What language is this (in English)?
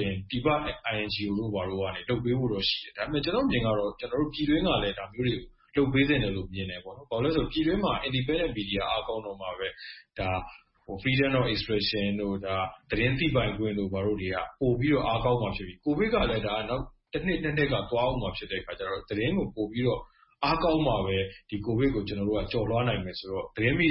Burmese